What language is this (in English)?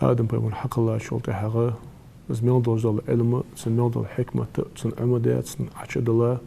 Ingush